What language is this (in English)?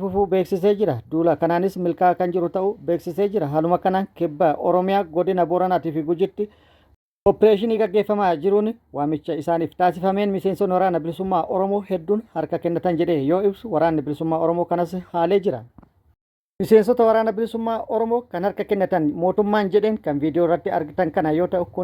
Oromo